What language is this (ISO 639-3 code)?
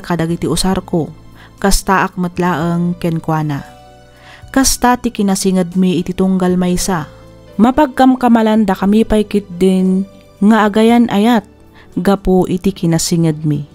ilo